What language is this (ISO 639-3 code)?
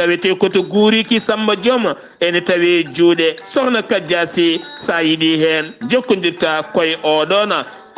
ful